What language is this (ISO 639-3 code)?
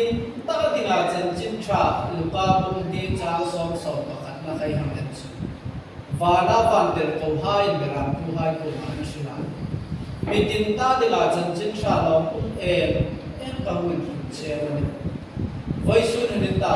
hmr